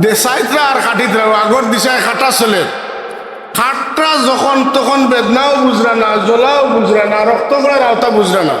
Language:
Sylheti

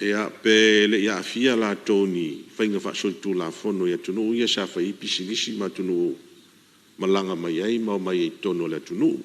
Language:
Samoan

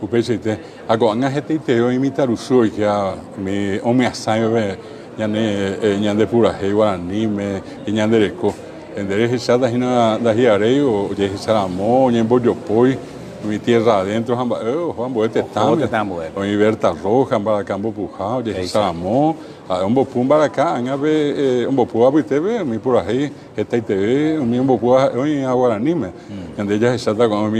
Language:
Guarani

